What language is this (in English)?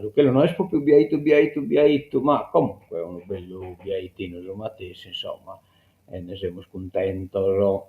Sardinian